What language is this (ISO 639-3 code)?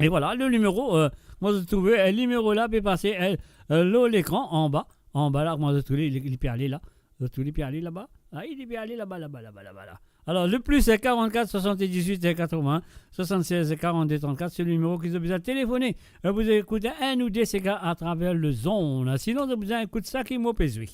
mfe